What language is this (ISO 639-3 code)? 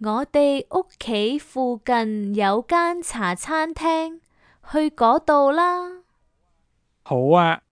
yue